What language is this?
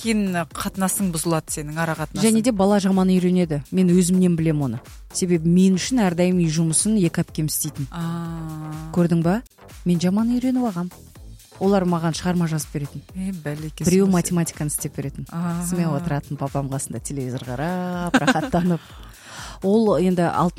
Kazakh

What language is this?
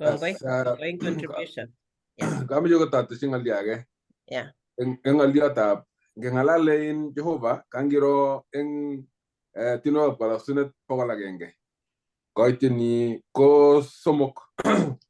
Kalenjin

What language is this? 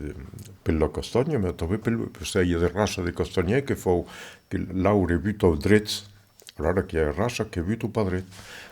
Occitan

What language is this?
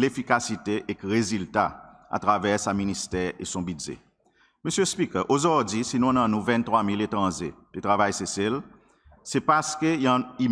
Seselwa Creole French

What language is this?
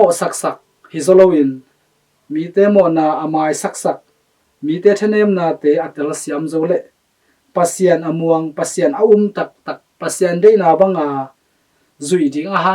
Tedim Chin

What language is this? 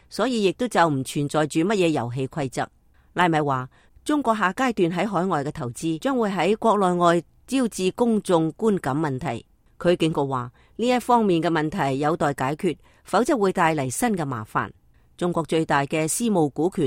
Cantonese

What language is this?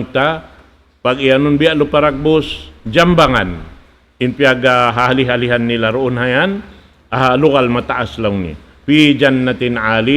Tausug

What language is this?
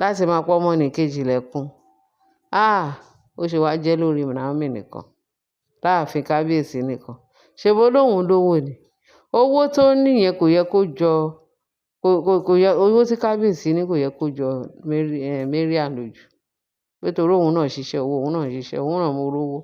Yoruba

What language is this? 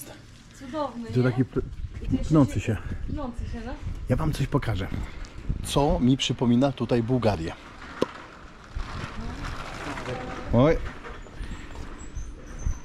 Polish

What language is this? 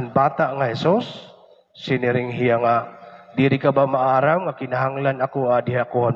Waray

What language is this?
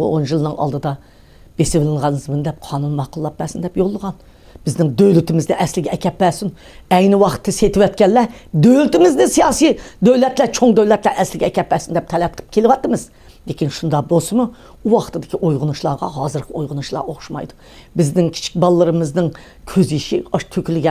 Uyghur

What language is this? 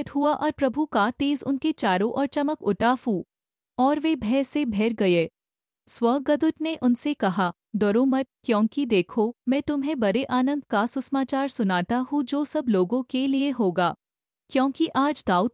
Hindi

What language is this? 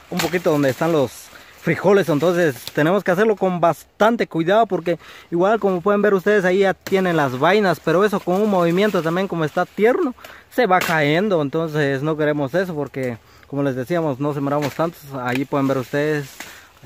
Spanish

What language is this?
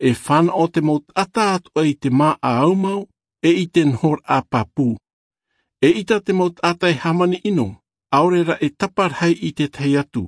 Tahitian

